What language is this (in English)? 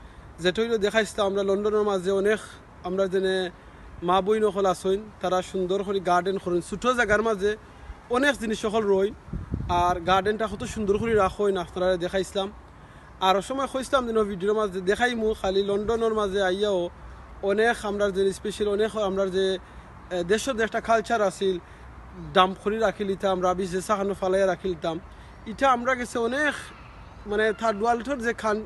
Sylheti